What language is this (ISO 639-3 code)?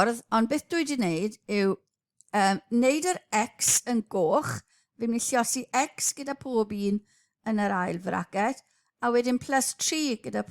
cym